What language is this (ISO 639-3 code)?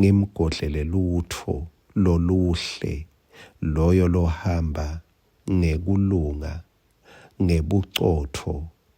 ssw